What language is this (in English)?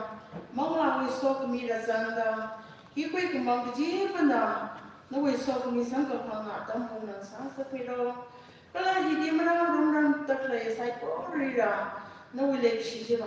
Tangkhul Naga (India)